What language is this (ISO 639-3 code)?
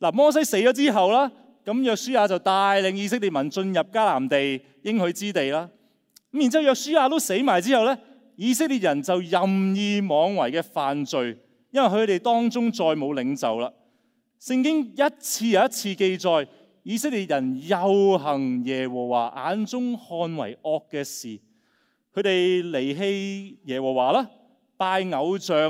yue